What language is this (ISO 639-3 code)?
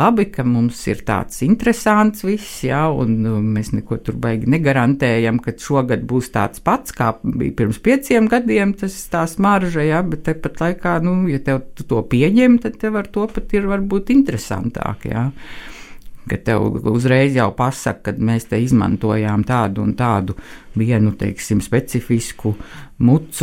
lav